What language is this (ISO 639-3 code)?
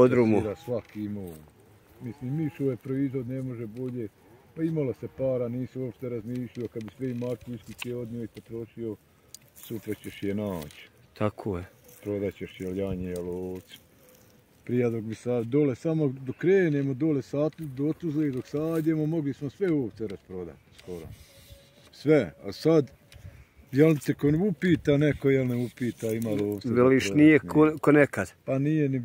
bos